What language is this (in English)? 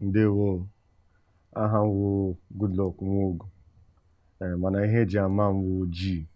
Igbo